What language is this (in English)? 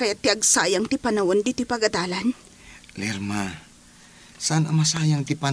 Iloko